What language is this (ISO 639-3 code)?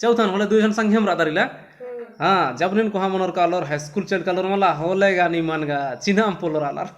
kru